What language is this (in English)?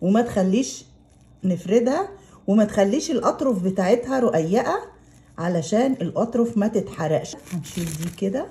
Egyptian Arabic